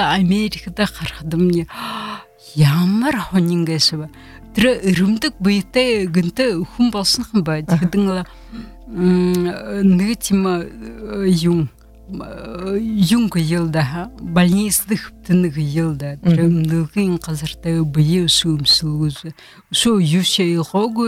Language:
Buriat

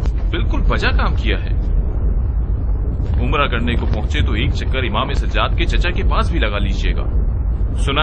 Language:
Urdu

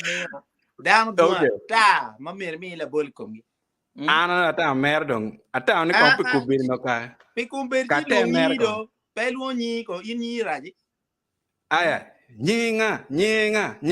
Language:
Acoli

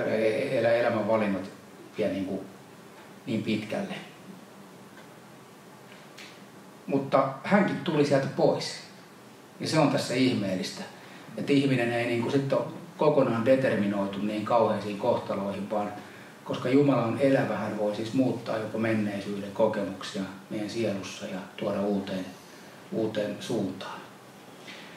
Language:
Finnish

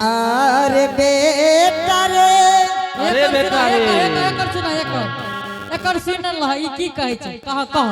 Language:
Angika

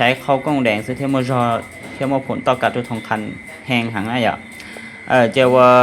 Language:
Hmong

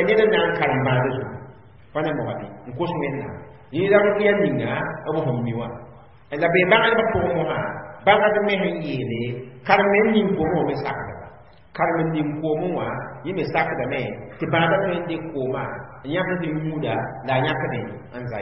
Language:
Mossi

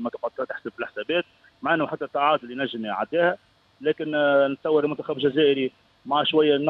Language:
Tunisian Arabic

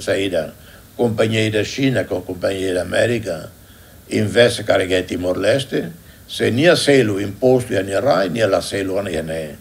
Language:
Tetum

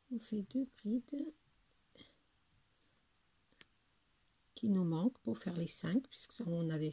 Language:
French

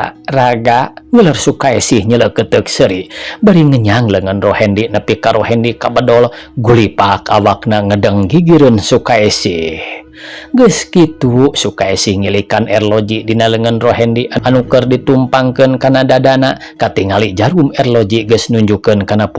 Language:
Sundanese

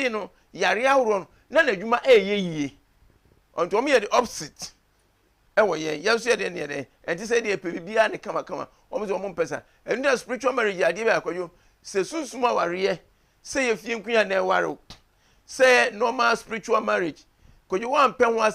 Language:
Akan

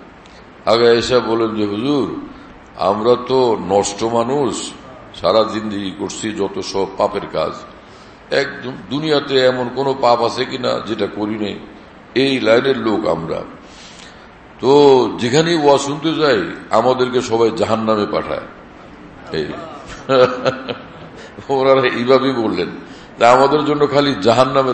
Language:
Bangla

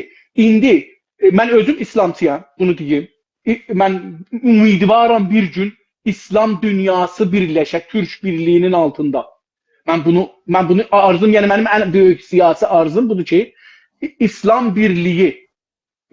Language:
South Azerbaijani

